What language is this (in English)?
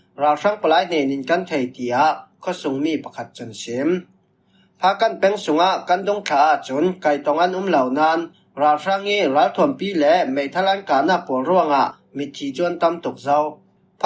Falam Chin